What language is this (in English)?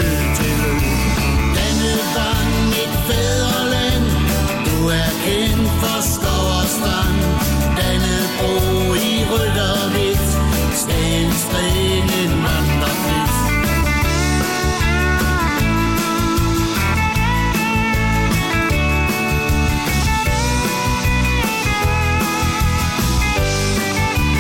Danish